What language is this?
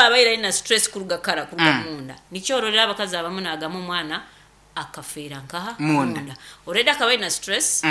Nyoro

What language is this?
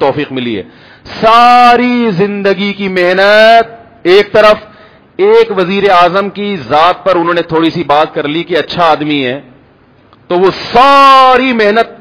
Urdu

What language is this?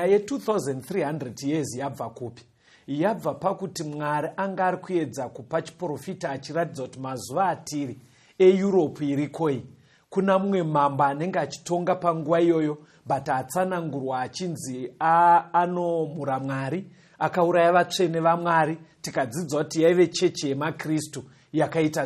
Shona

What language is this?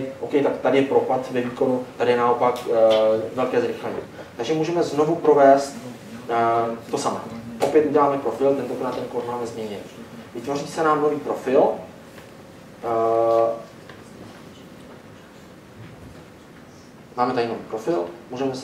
Czech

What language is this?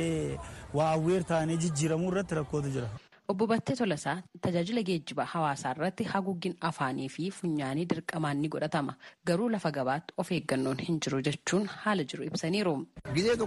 Oromo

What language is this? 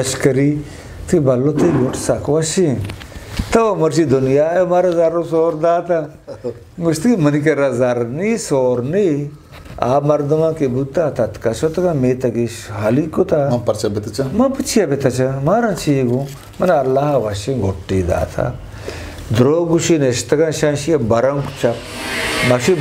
Eastern Balochi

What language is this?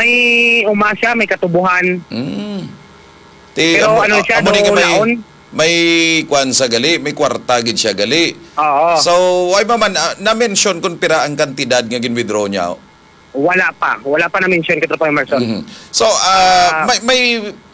Hiligaynon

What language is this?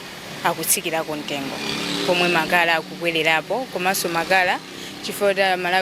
Nyanja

